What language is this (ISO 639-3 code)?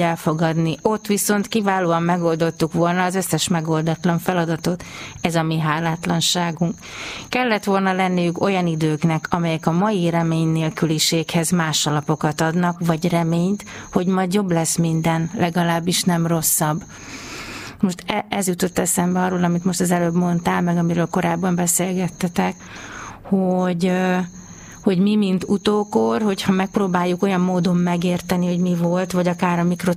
hun